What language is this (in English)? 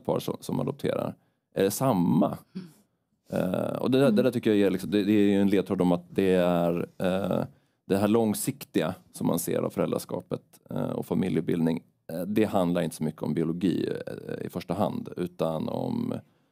Swedish